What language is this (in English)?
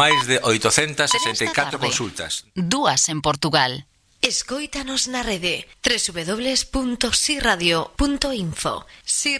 Galician